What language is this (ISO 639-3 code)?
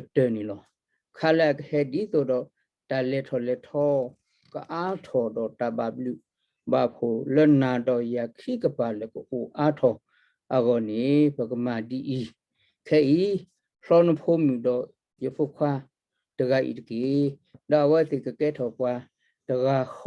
ksw